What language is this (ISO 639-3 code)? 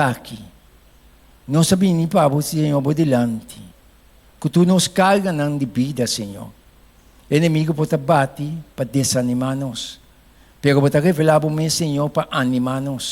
pap